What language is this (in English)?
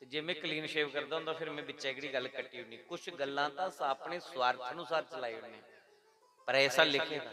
Dogri